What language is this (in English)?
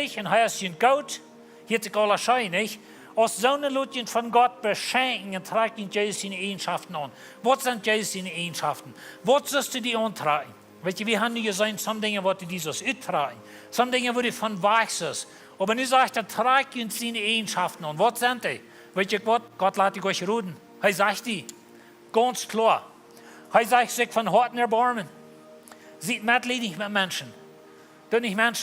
Plautdietsch